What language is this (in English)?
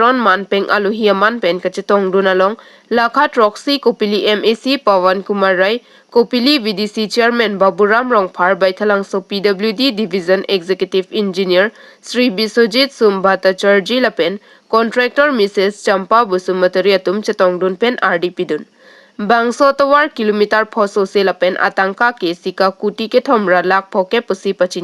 Karbi